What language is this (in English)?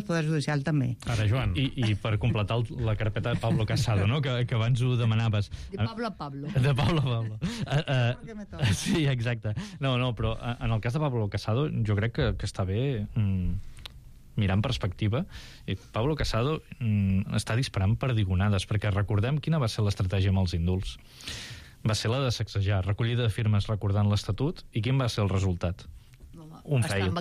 Catalan